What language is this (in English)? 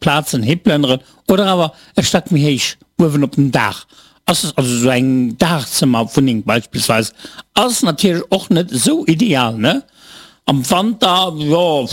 Luxembourgish